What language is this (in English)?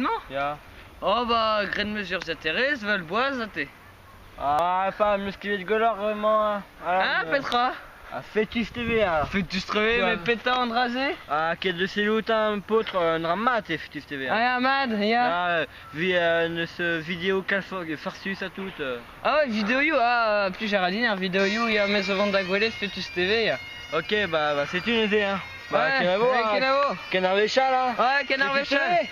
Breton